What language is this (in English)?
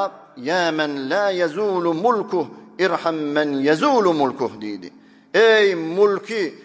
Turkmen